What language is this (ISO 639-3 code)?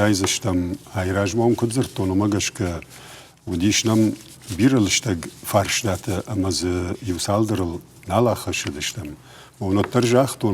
oss